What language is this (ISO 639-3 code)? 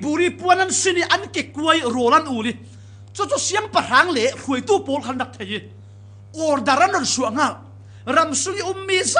cfm